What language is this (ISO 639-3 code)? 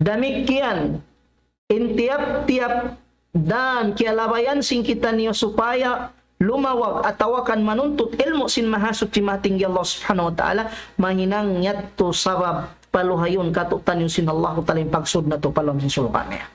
tsg